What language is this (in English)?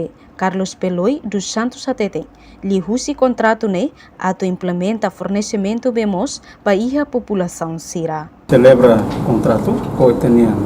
Tetum